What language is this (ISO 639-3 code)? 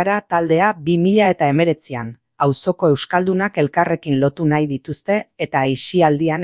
eus